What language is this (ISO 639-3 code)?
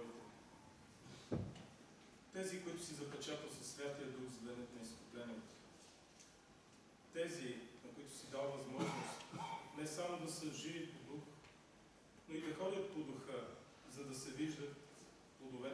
bul